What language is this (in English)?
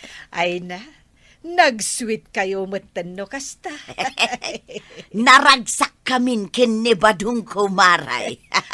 Iloko